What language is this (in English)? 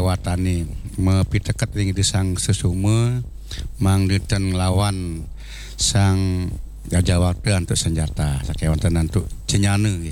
Balinese